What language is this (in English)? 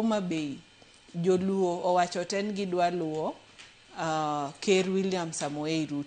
Luo (Kenya and Tanzania)